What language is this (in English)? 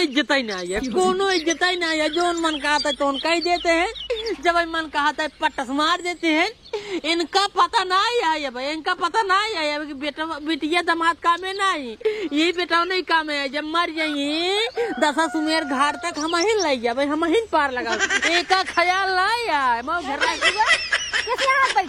Awadhi